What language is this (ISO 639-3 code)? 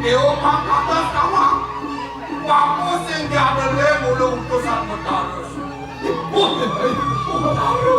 ban